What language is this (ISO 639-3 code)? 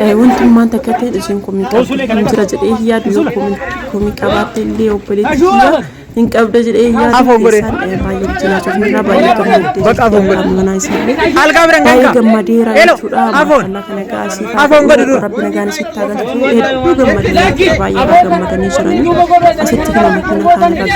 orm